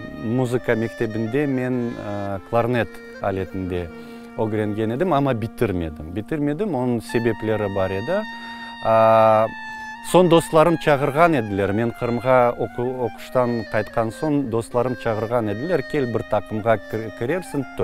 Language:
Crimean Tatar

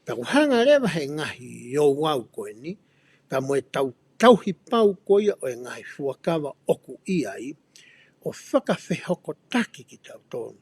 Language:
Tongan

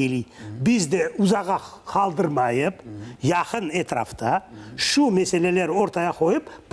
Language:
Crimean Tatar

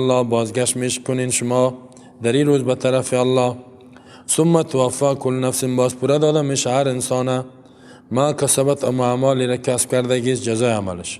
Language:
Persian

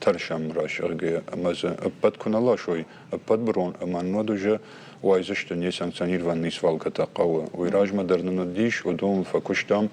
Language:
Ossetic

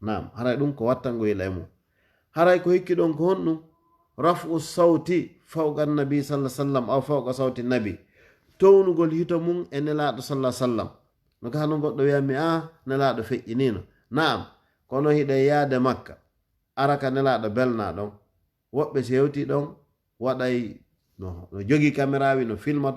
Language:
Fula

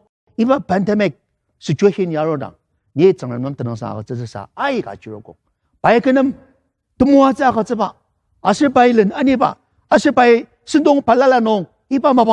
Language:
Ao Naga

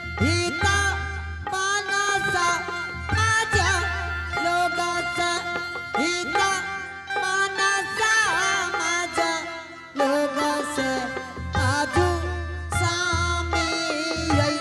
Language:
Angika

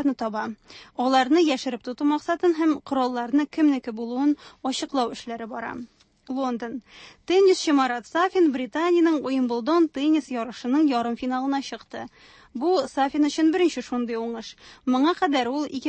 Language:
Tatar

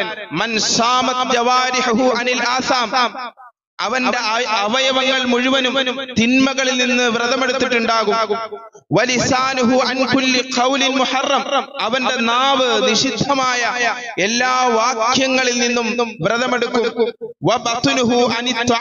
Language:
Malayalam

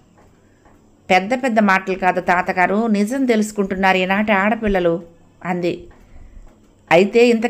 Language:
Telugu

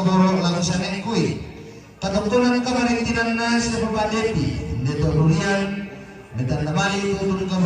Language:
Toraja-Sa'dan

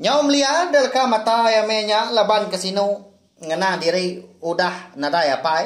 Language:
Iban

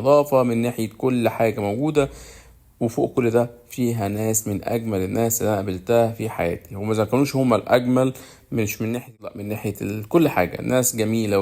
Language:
Egyptian Arabic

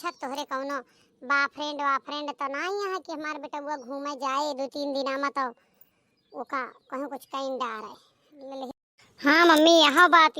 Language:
Awadhi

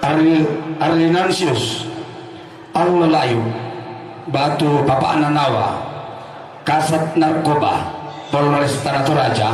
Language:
Toraja-Sa'dan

